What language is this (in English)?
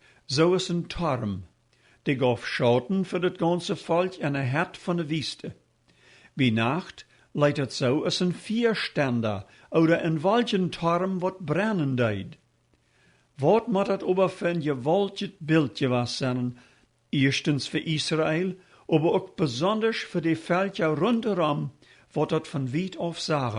Plautdietsch